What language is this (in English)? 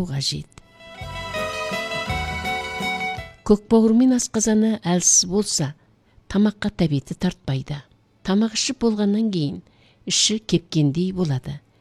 Kazakh